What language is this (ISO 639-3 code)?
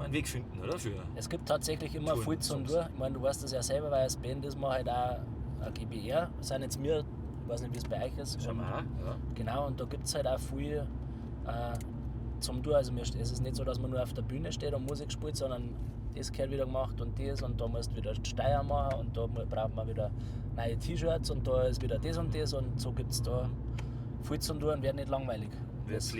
bar